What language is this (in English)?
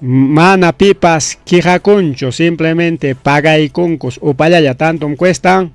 Ayacucho Quechua